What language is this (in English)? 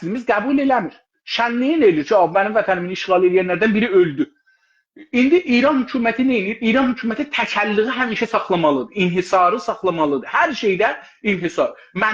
South Azerbaijani